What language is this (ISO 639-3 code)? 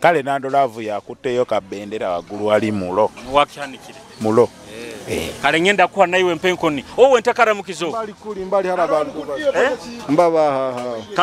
nyo